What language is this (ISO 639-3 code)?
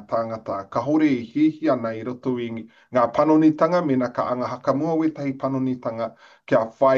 mri